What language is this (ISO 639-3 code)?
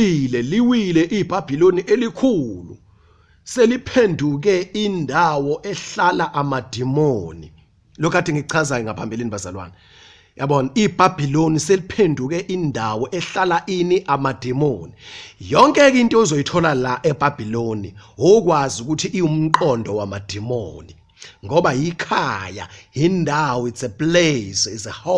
zul